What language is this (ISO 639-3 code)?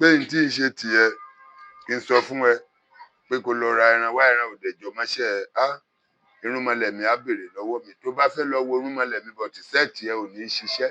yor